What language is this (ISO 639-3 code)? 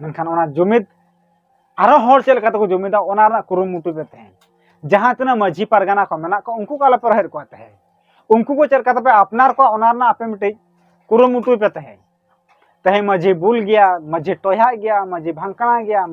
sat